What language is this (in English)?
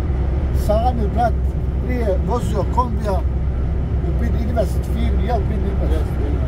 Bosnian